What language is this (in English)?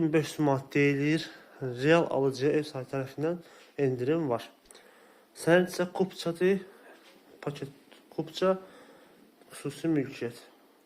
Azerbaijani